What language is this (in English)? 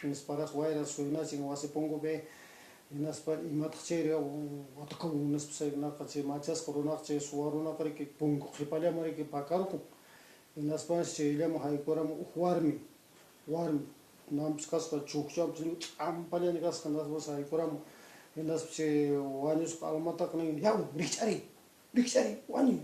Quechua